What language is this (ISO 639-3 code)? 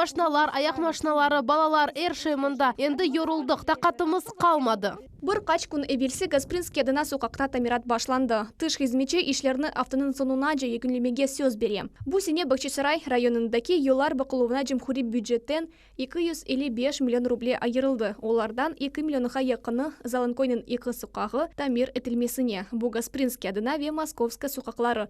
crh